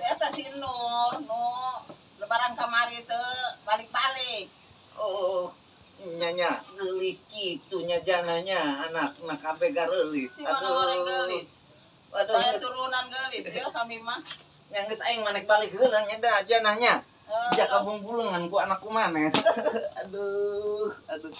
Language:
Sundanese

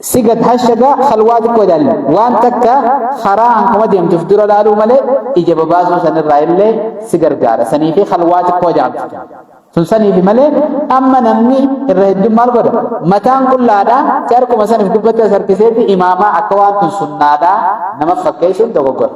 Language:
Oromo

